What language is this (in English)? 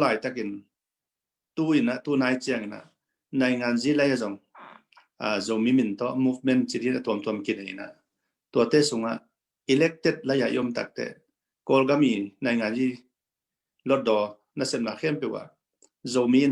Tedim Chin